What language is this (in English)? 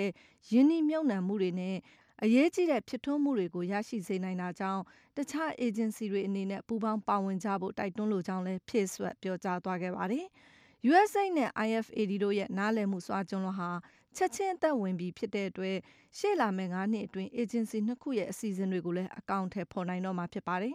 Burmese